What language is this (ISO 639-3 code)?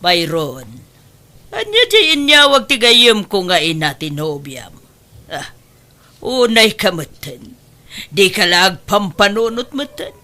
ilo